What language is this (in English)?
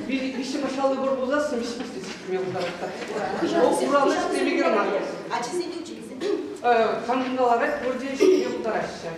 Chuvash